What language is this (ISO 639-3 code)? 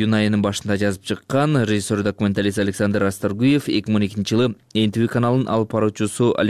kir